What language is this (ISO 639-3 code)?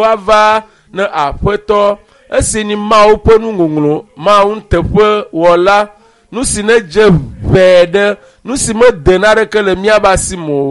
ewe